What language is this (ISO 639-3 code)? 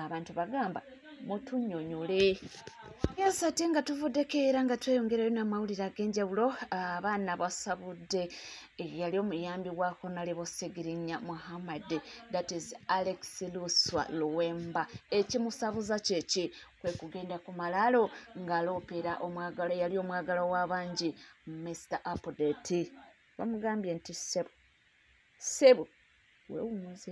lug